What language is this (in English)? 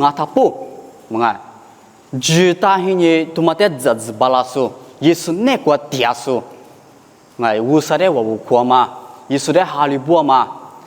Lisu